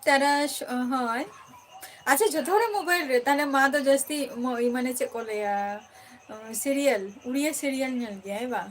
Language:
Santali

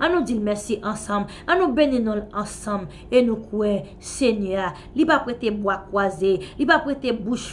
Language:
Haitian Creole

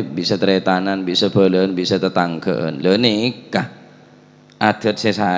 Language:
Madurese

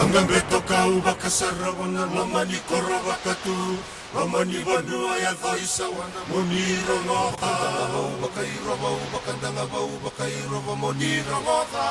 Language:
Fijian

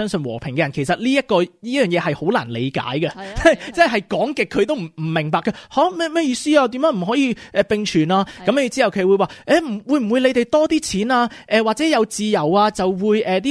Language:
Cantonese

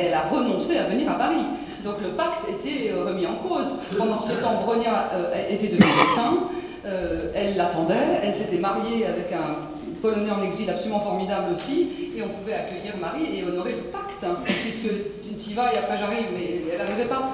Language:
French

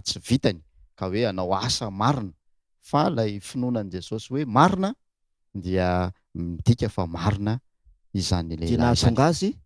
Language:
Malagasy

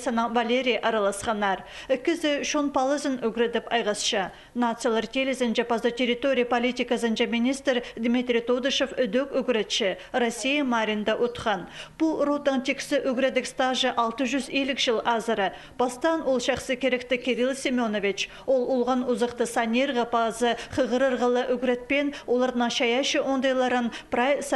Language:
Khakas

